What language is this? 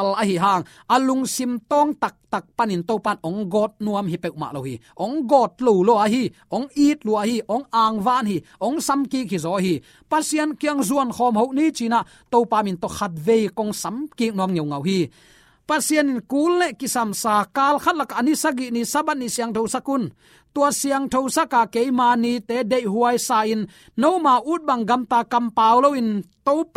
Tedim Chin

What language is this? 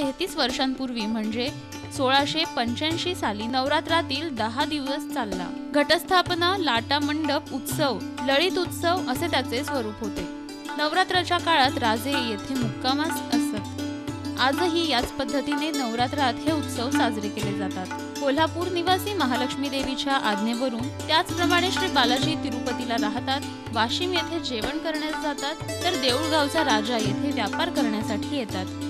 Marathi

